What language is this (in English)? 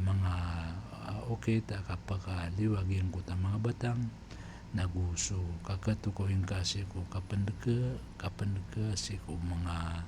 Maranao